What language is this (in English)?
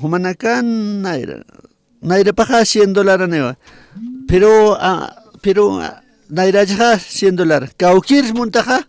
Aymara